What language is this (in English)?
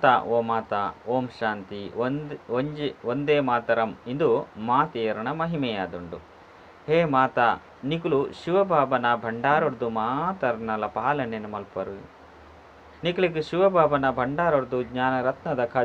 Tulu